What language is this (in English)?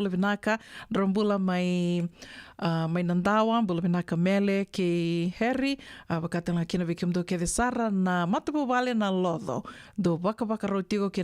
Fijian